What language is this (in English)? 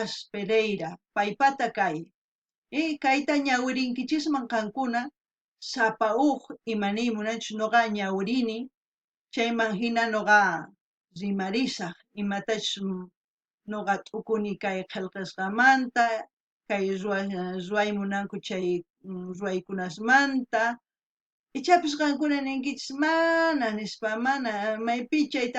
South Bolivian Quechua